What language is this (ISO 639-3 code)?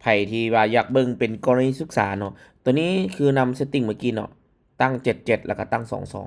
lao